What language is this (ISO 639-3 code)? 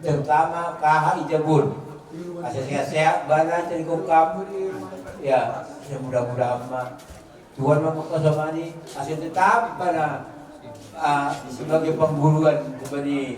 bts